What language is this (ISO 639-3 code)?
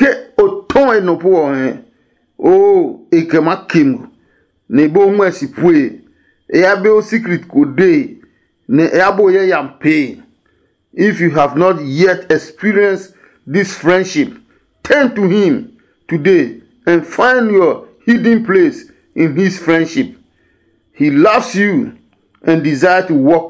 ada